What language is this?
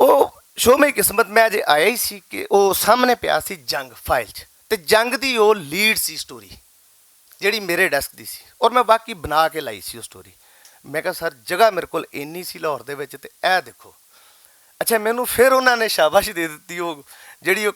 Western Panjabi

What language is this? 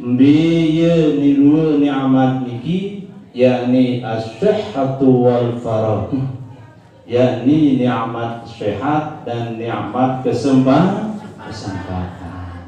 Sasak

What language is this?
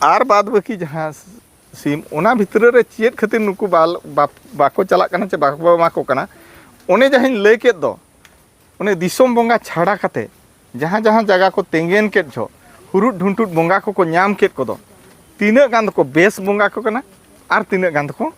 Santali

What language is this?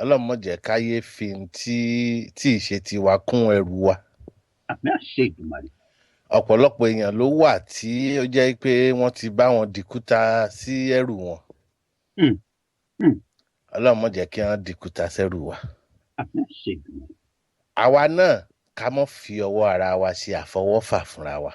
Yoruba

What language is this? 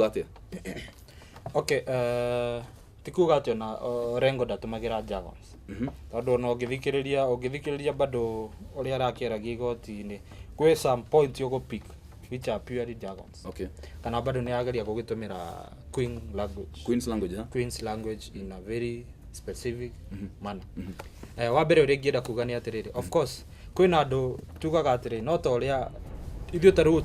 Kikuyu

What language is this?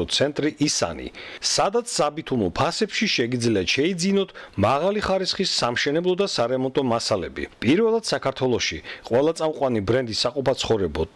Georgian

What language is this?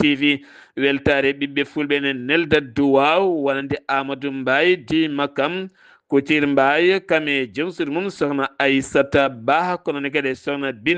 Fula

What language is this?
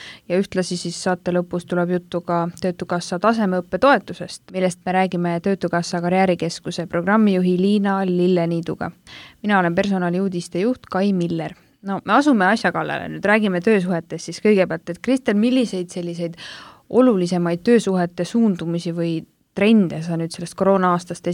Estonian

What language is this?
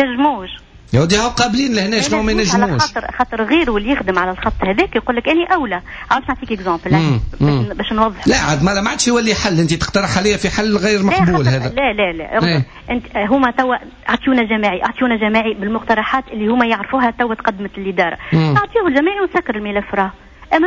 Tunisian Arabic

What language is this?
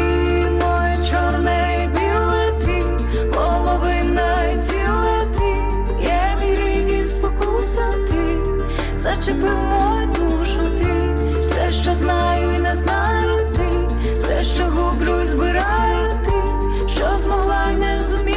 Ukrainian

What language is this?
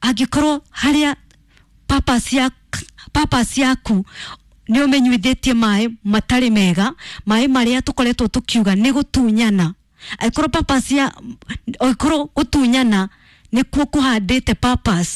Kikuyu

